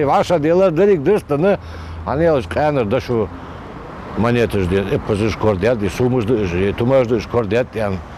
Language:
Ingush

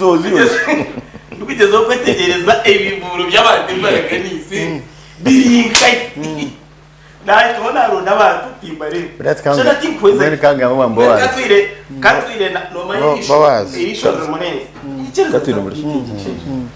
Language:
Nyankole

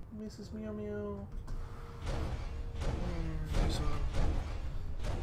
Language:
English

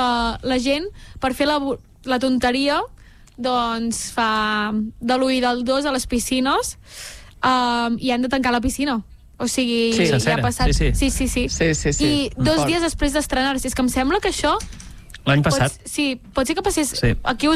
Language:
Catalan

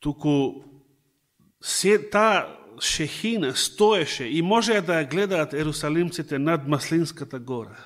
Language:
Macedonian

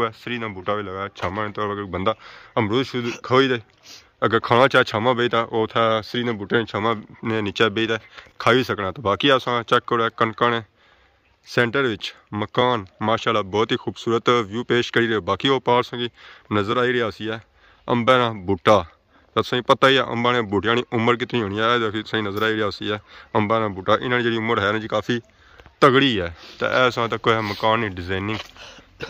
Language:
Pahari-Potwari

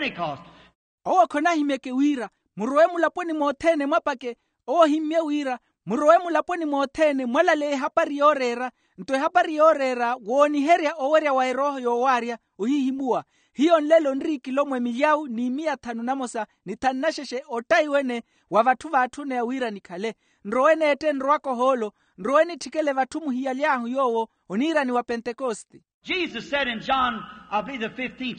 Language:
Makhuwa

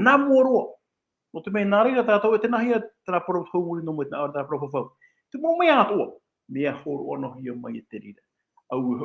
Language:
Tahitian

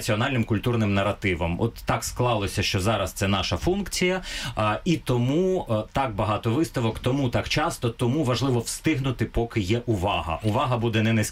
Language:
Ukrainian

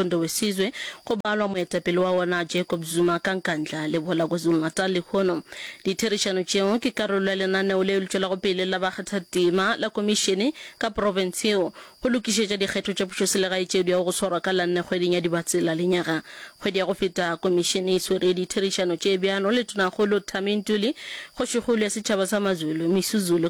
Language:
Northern Sotho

